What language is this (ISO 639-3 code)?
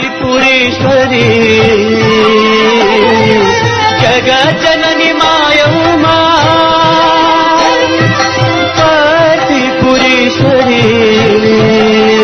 tel